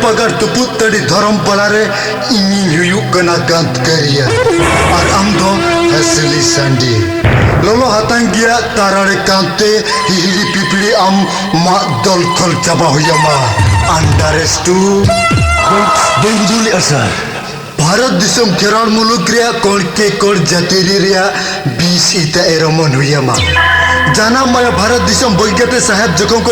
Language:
Santali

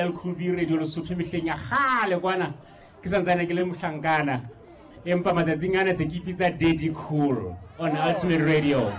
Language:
Southern Sotho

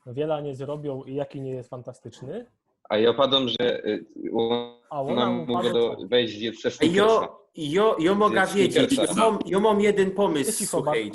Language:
Silesian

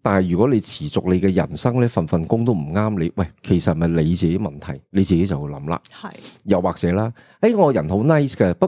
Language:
Cantonese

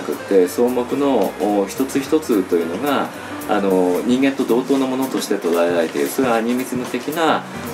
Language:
Japanese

